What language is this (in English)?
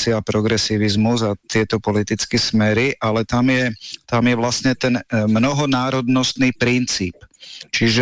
Slovak